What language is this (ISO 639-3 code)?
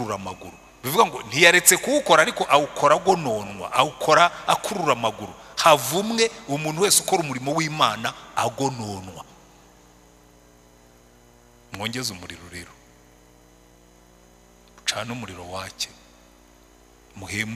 kin